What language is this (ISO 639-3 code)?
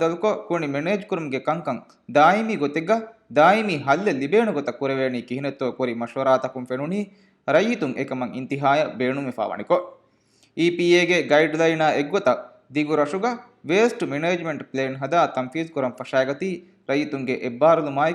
div